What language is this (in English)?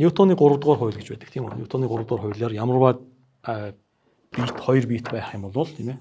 Mongolian